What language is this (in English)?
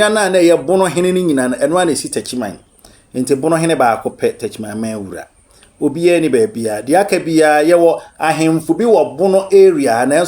Akan